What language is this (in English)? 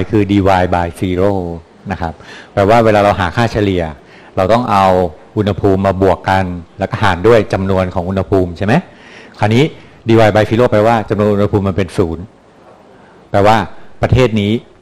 Thai